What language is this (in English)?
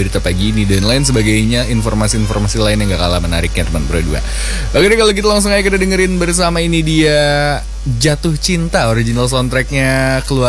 Indonesian